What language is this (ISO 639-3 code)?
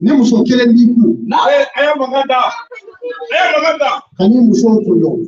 bam